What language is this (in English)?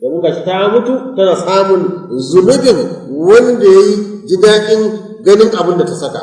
Hausa